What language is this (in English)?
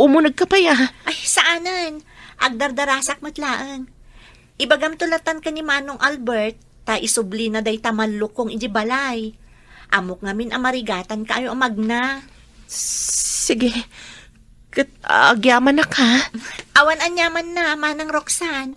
Iloko